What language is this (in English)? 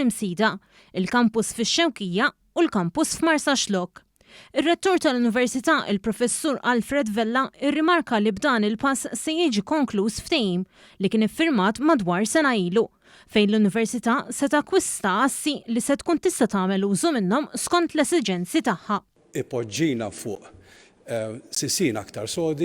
Maltese